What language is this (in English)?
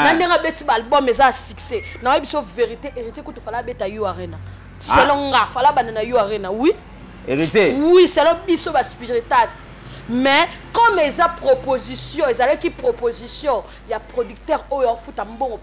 Lingala